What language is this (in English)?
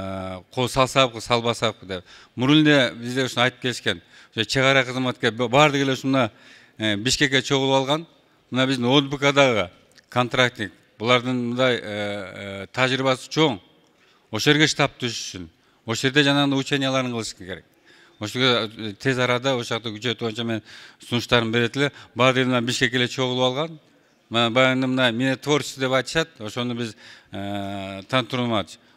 Kyrgyz